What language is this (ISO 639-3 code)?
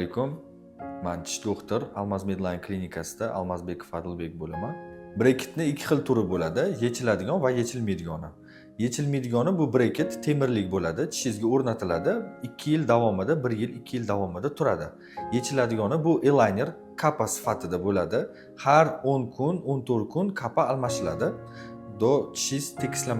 uzb